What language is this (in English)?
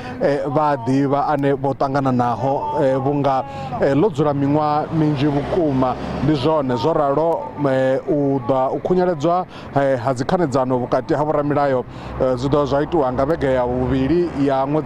Venda